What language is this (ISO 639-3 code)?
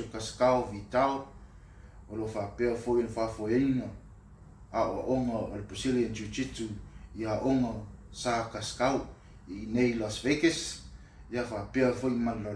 smo